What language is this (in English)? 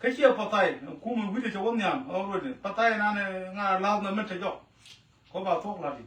Nuer